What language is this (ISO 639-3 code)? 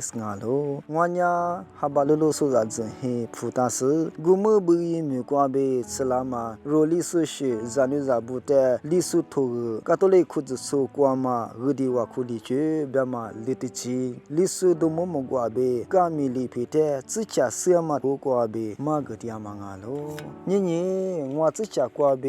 lis